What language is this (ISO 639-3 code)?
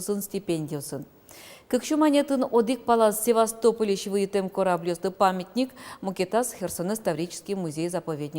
udm